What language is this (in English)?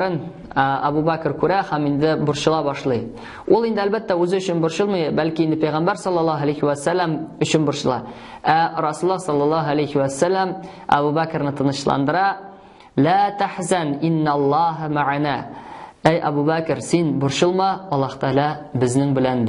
Tatar